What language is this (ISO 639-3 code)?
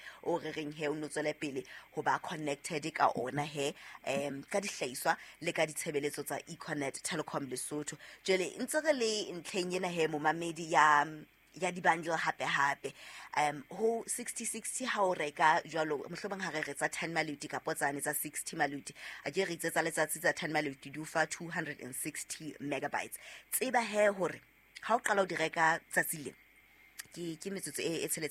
sot